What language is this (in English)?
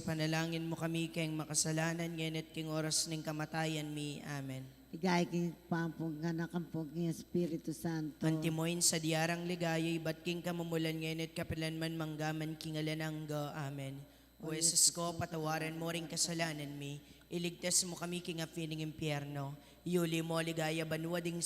Pampanga